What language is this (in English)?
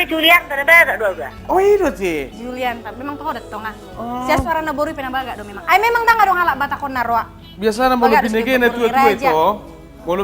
Batak Toba